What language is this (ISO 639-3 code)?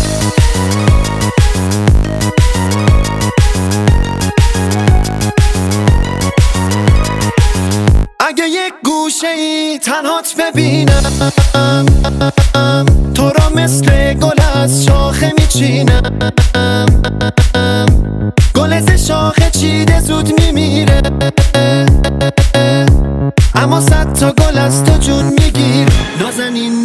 fas